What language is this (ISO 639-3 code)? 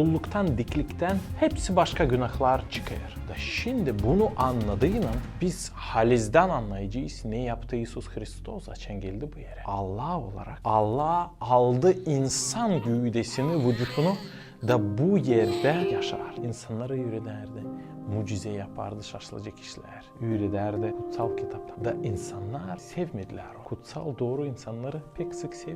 gag